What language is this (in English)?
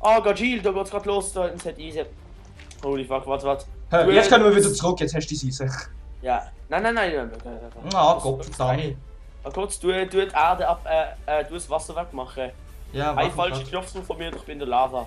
Swiss German